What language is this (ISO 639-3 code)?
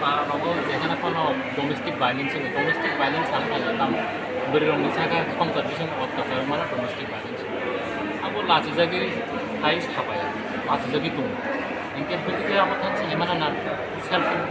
trp